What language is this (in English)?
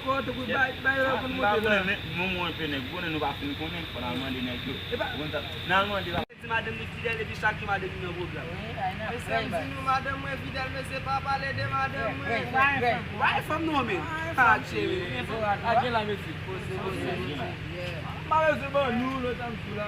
Haitian Creole